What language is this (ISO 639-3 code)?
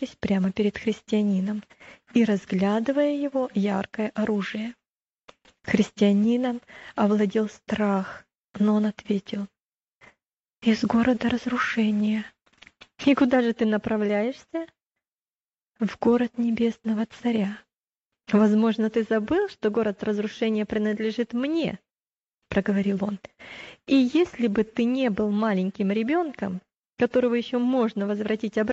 rus